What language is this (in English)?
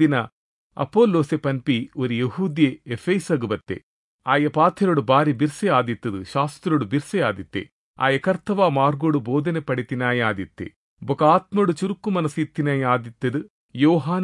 Tulu